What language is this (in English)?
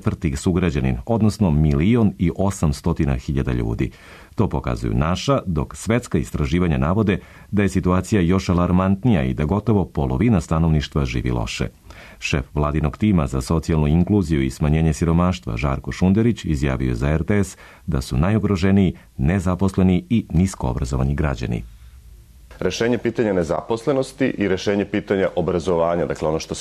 Serbian